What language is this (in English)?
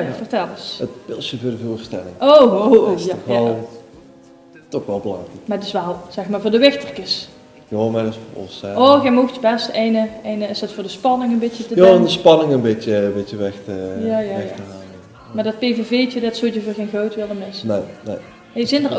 Limburgish